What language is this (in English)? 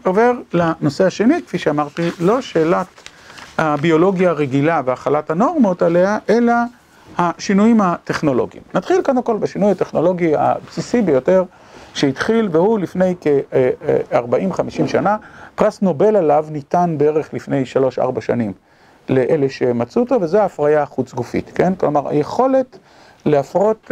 Hebrew